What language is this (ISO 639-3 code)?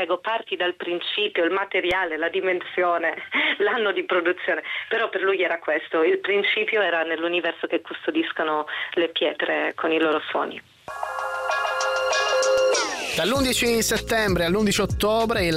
ita